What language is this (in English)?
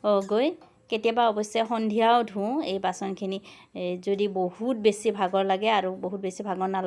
Assamese